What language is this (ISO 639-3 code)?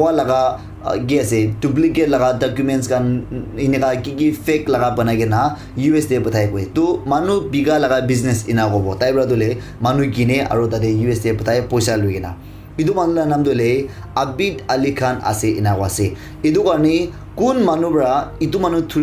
nag